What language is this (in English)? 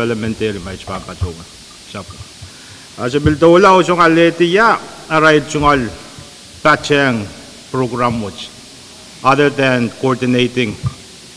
Pohnpeian